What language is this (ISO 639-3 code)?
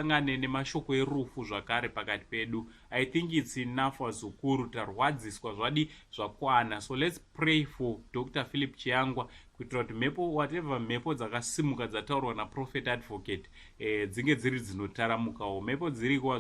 sna